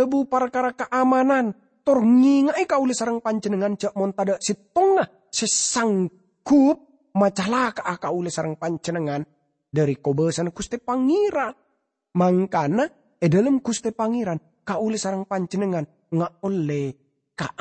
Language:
Madurese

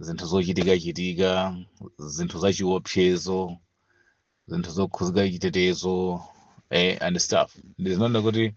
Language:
Nyanja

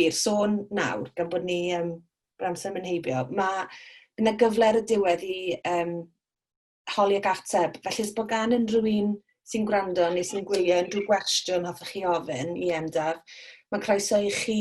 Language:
Welsh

